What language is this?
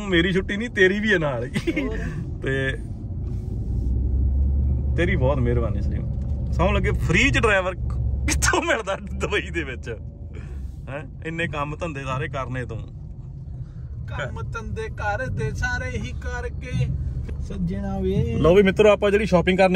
Punjabi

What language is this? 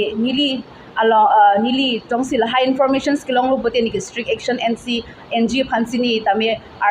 Karbi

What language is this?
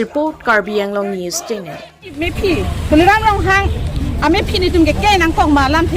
Karbi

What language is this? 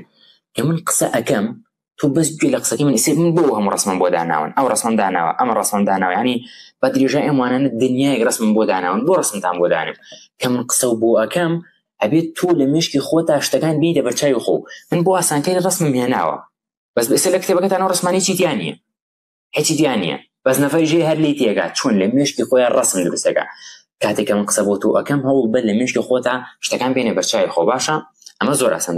Central Kurdish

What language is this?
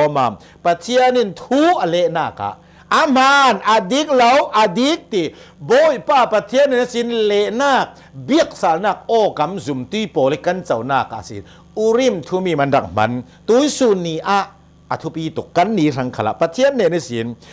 Hakha Chin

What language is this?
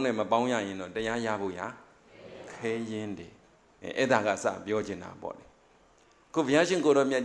Burmese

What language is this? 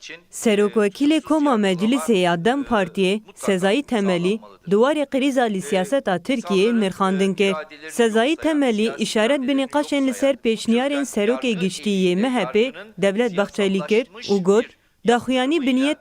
Kurdish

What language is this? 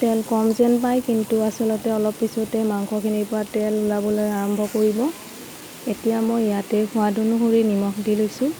Assamese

